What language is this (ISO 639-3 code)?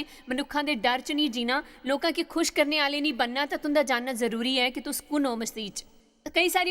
doi